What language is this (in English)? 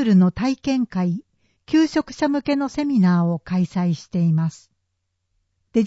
Japanese